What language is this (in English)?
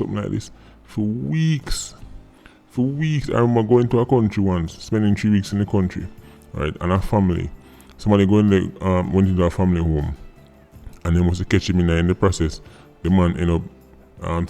Jamaican Creole English